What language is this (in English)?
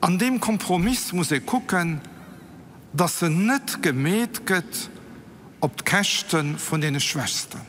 Luxembourgish